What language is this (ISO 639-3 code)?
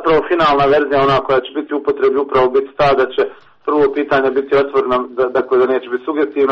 hrv